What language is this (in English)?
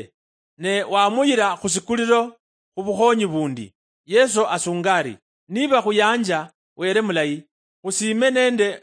Luyia